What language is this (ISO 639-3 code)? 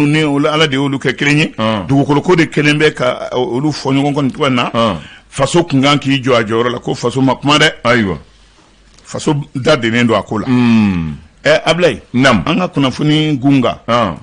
bam